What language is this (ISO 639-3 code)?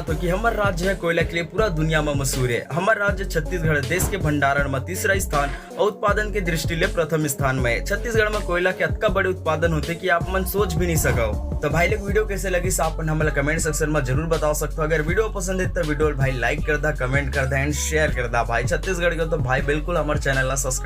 hne